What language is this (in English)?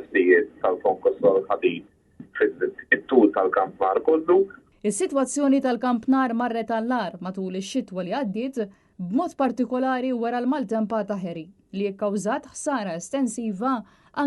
Maltese